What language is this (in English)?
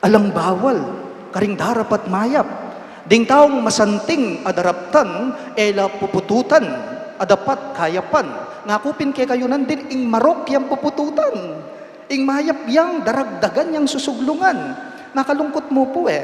Pampanga